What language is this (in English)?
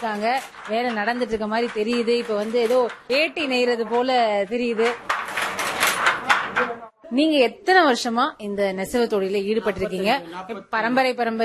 Tamil